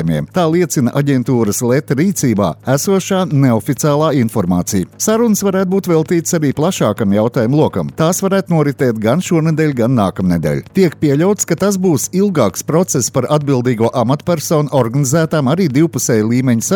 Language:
Latvian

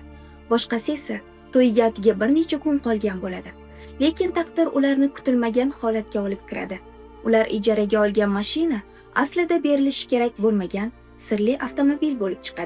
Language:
Uzbek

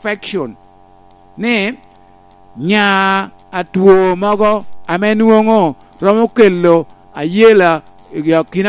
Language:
Lango (Uganda)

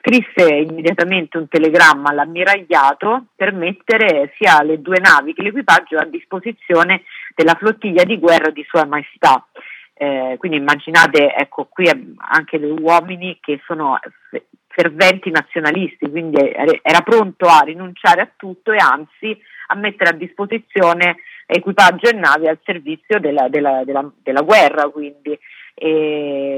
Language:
Italian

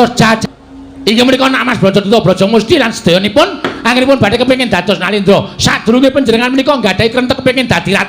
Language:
Javanese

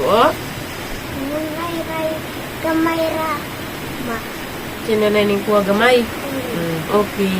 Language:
Cebuano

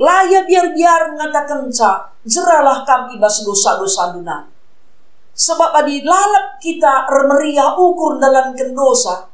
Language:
Batak Karo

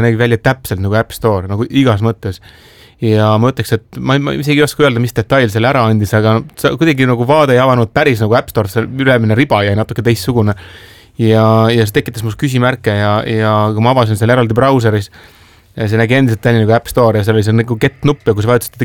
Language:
Estonian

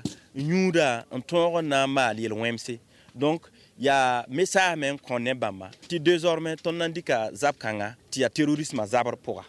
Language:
Mossi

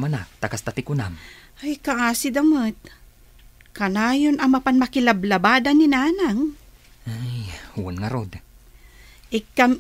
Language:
Iloko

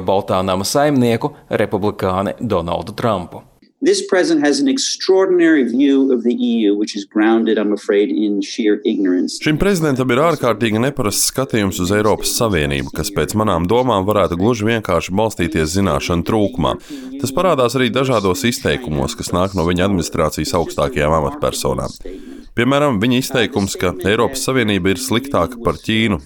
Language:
Latvian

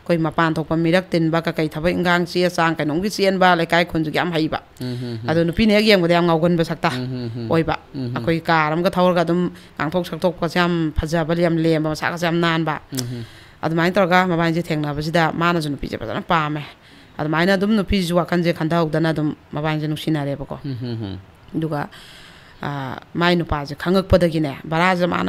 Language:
Manipuri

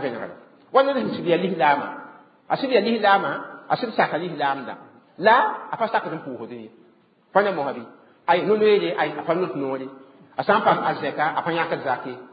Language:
Mossi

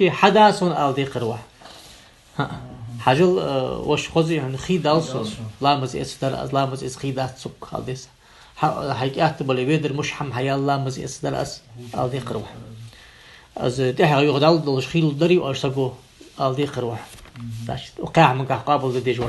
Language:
Ingush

